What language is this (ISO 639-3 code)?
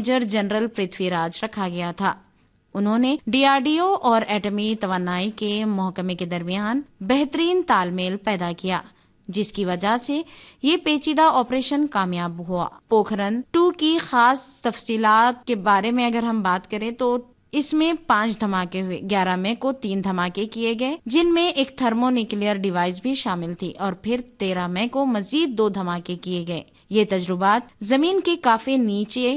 urd